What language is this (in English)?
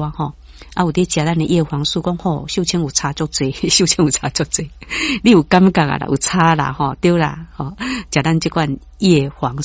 Min Nan Chinese